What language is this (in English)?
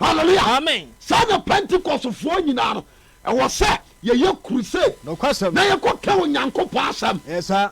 Akan